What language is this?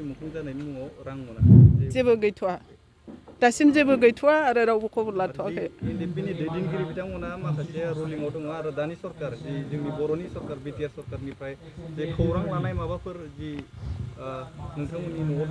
Bodo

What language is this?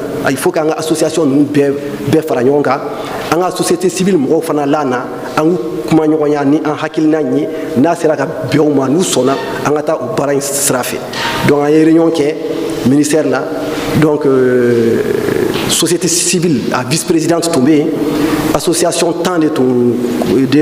Bambara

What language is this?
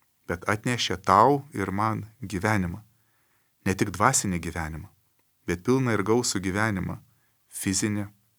Lithuanian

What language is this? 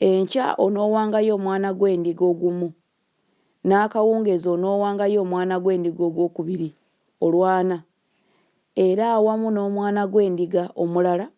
Ganda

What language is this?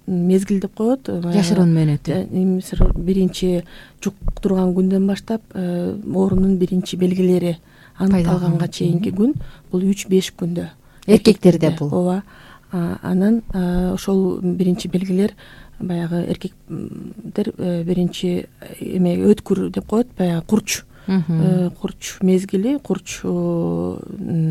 Kyrgyz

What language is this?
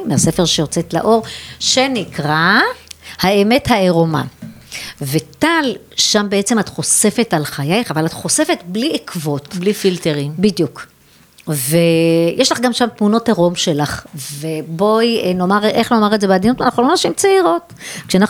Hebrew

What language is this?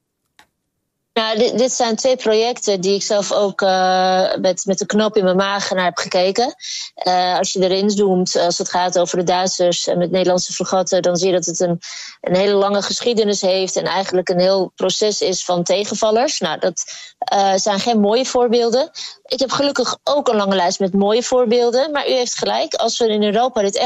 Dutch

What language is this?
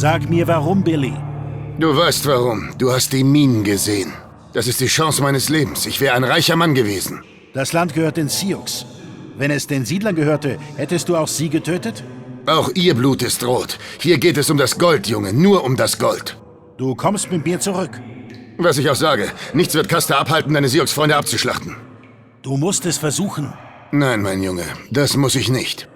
Bavarian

